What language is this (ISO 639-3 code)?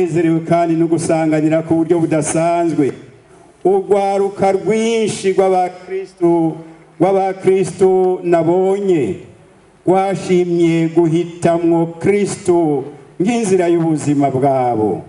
run